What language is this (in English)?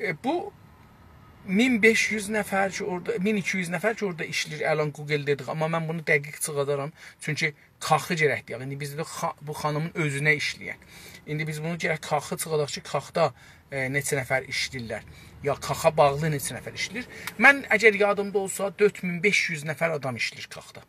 South Azerbaijani